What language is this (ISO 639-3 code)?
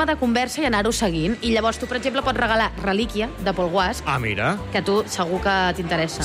cat